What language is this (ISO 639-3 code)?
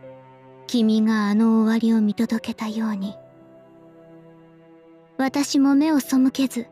jpn